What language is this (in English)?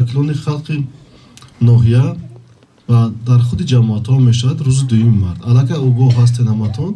Tajik